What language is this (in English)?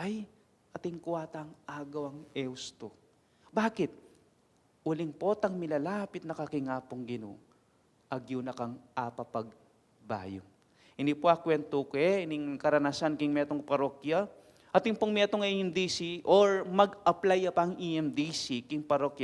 Pampanga